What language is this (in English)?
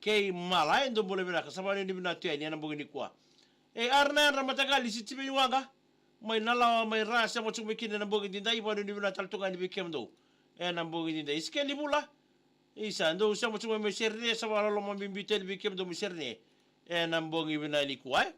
Fijian